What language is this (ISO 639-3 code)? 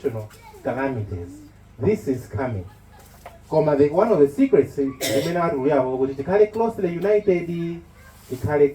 nya